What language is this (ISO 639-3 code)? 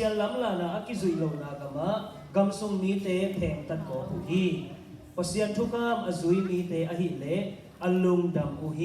ctd